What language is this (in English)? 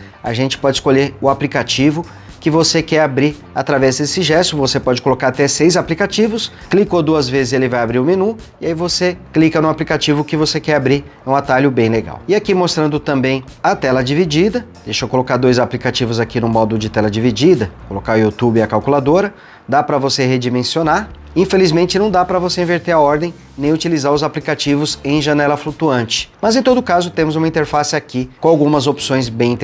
Portuguese